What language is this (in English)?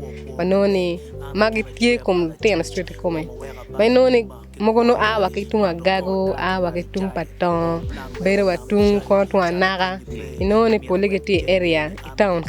Acoli